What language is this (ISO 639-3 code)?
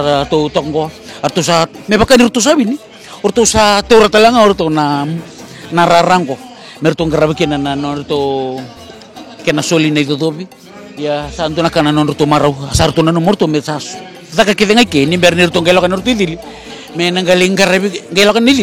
fij